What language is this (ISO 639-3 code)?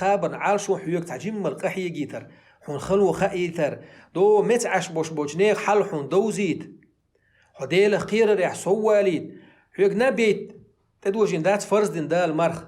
che